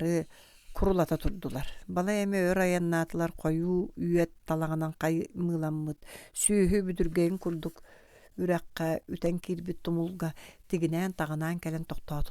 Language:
Yakut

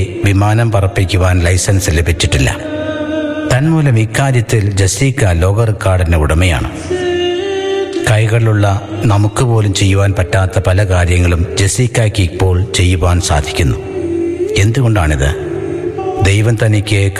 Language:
Malayalam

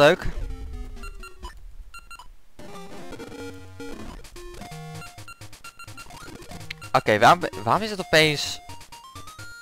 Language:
Dutch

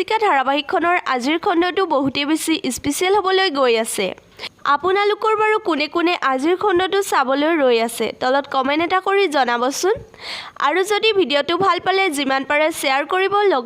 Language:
Assamese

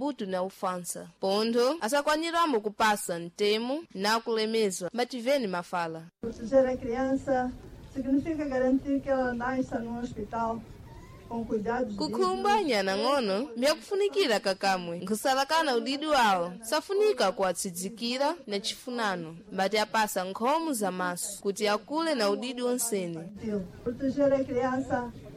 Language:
Sena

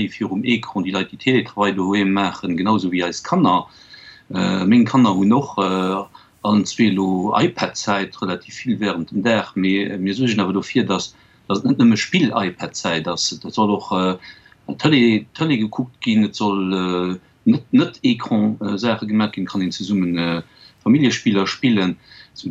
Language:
Luxembourgish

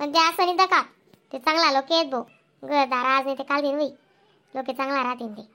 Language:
Khandesi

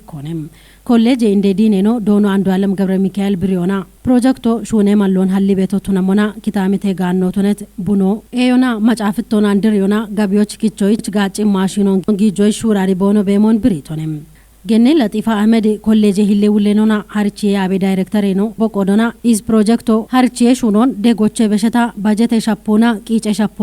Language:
Kafa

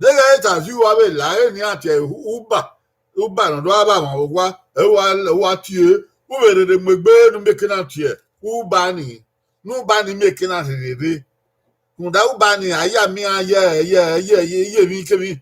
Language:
Bini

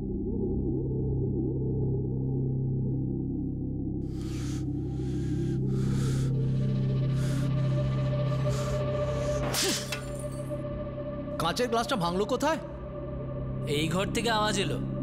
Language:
Bangla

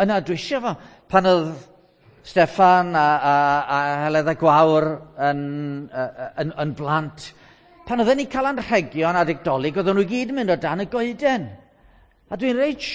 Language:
Welsh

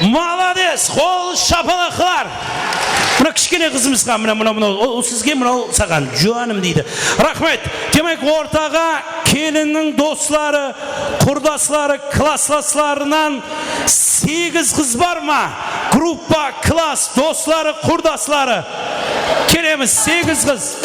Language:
Kara-Kalpak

